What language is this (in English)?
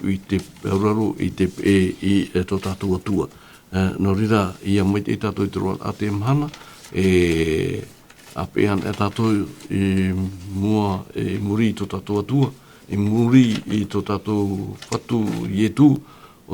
Tahitian